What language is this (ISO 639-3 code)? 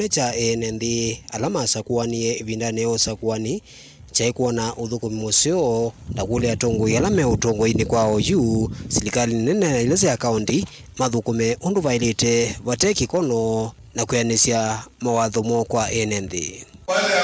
kam